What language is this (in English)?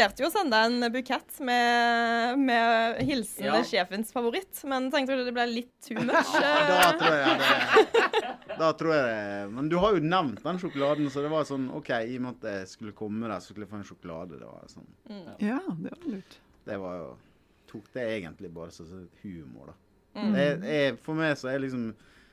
Norwegian